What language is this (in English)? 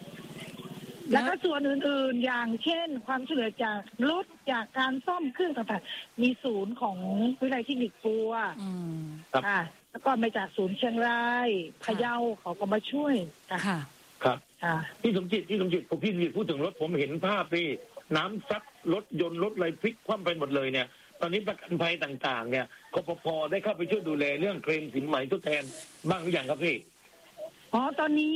Thai